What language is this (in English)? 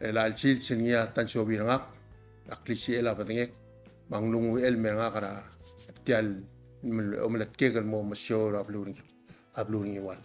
Palauan